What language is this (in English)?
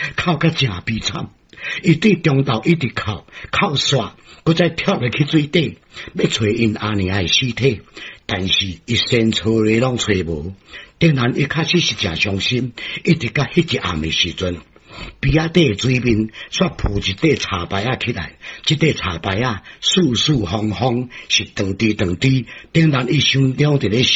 Min Nan Chinese